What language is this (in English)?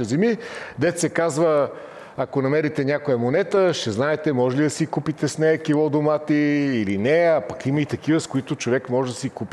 Bulgarian